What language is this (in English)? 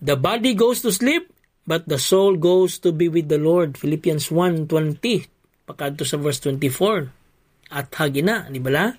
Hiligaynon